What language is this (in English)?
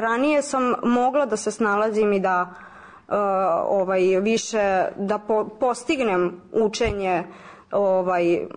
Serbian